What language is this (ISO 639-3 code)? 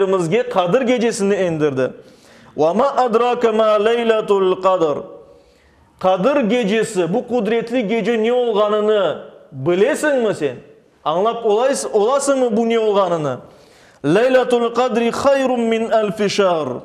crh